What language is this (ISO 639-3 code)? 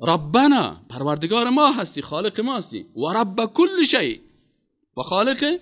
fas